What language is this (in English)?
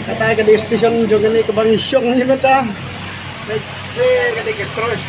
Khasi